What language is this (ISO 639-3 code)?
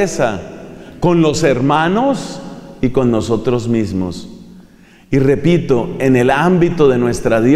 spa